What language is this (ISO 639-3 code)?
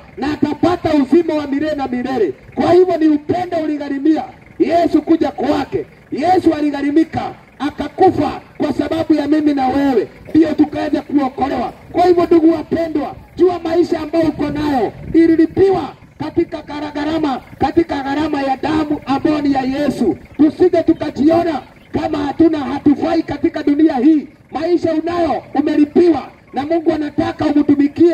swa